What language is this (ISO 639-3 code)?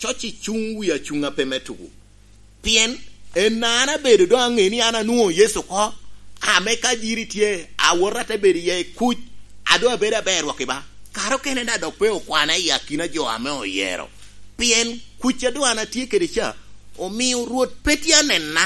laj